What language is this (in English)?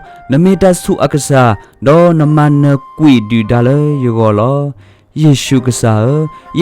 S'gaw Karen